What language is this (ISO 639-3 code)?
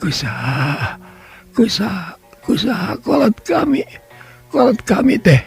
sun